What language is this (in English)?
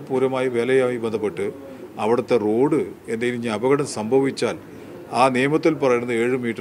Malayalam